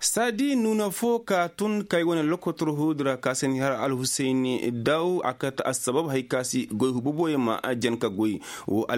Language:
Koyraboro Senni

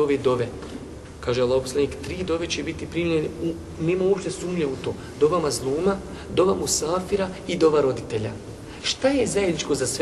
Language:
Bosnian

